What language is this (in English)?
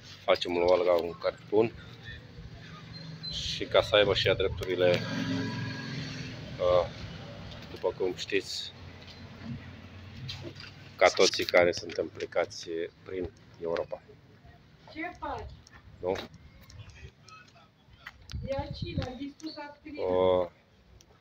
Romanian